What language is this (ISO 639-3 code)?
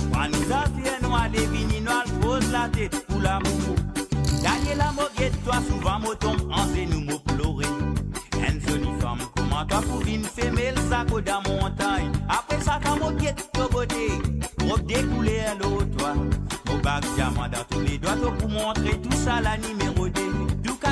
mfe